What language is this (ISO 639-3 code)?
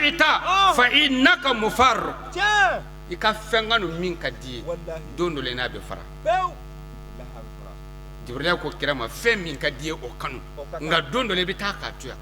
bam